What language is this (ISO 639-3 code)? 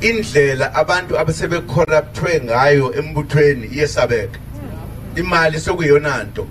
zul